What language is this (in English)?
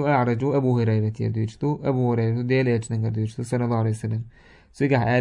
Chechen